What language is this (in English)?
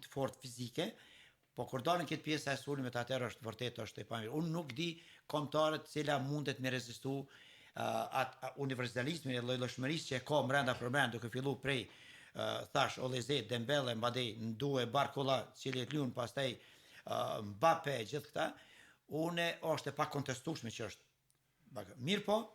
Albanian